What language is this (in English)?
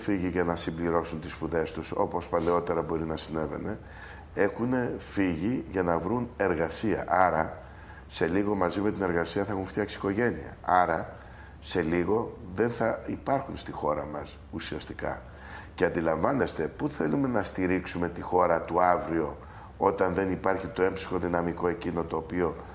Greek